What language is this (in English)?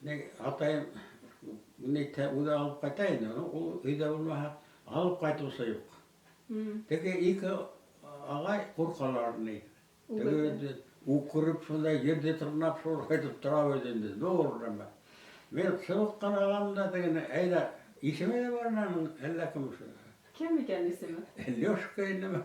Bashkir